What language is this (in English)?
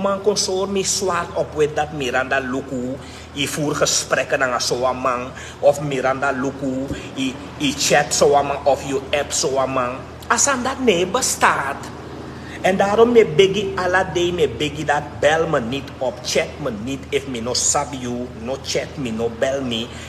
Sranan Tongo